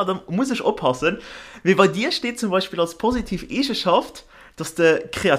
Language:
Luxembourgish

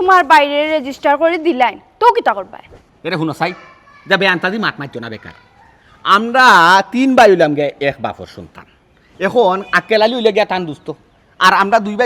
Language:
Sylheti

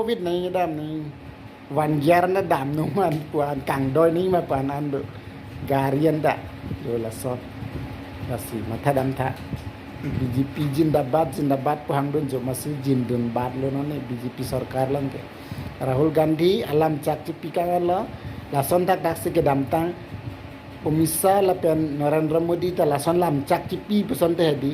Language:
Karbi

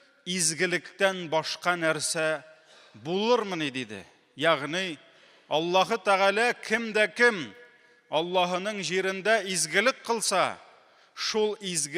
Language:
Tatar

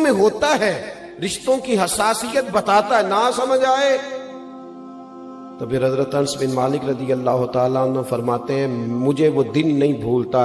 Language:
Urdu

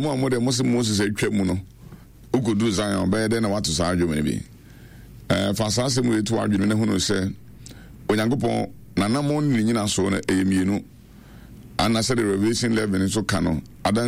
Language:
Akan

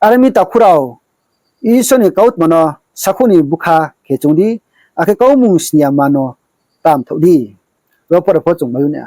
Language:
Riang (India)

